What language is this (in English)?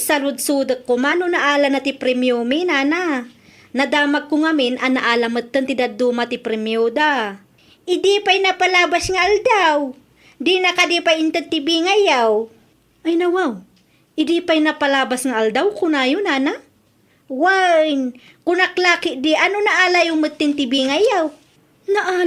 Iloko